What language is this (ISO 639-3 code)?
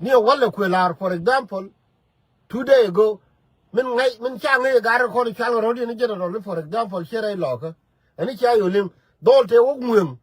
nus